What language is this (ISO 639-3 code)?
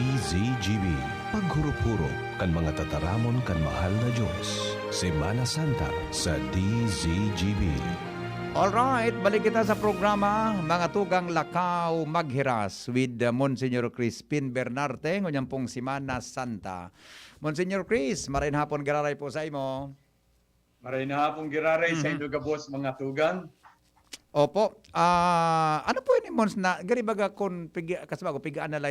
bik